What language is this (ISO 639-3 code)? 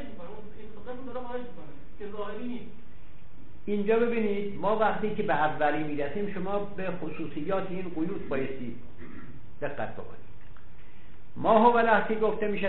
fas